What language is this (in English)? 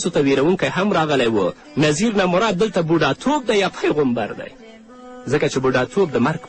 Pashto